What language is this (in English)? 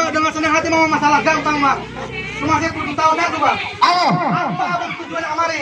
Betawi